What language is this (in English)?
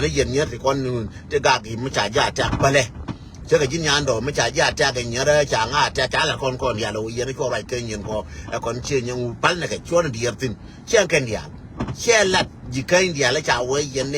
Nuer